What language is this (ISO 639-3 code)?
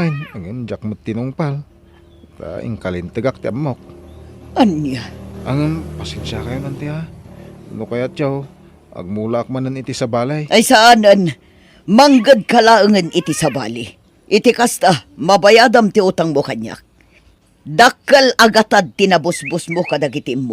ilo